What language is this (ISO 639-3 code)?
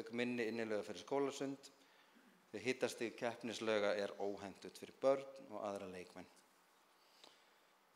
isl